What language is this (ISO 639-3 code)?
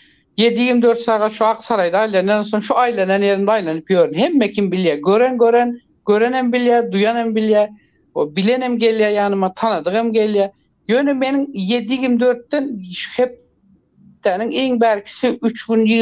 tuk